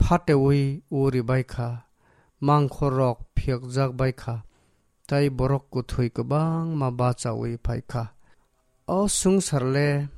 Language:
Kok Borok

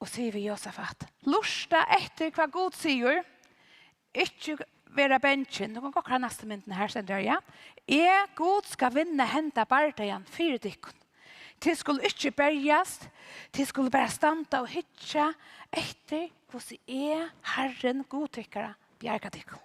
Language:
Faroese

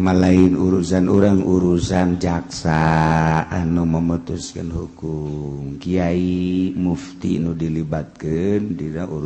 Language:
Sundanese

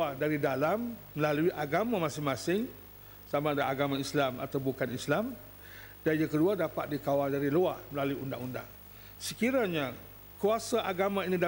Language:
Malay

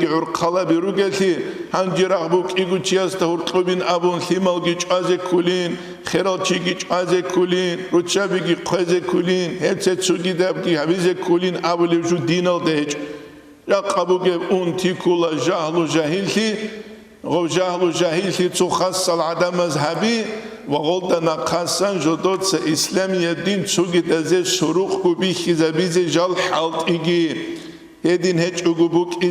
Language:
Avaric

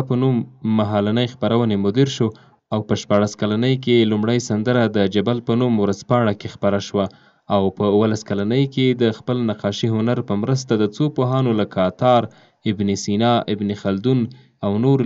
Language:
Pashto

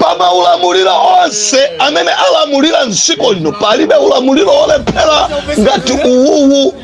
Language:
Nyanja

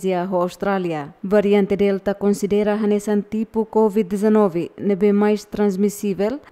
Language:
Tetum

